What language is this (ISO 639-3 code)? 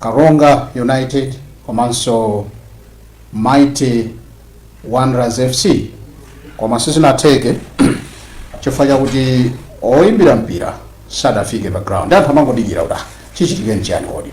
nya